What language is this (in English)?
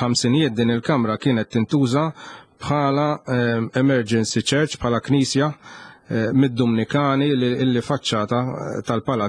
Maltese